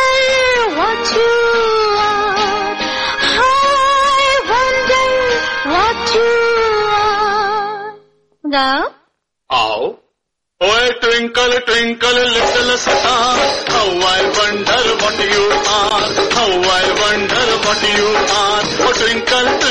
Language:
Punjabi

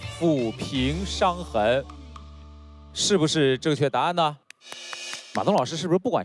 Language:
Chinese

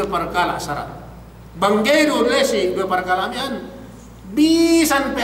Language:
Yakan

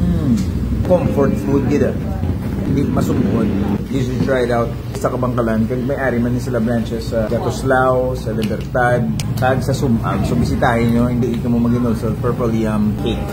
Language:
Hiligaynon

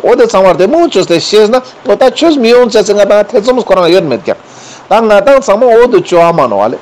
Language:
Ladakhi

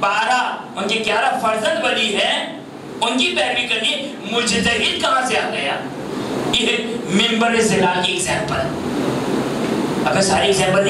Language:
Urdu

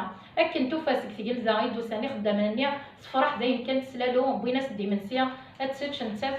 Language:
Kabyle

